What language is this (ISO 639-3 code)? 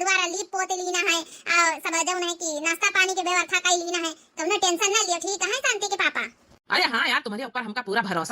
awa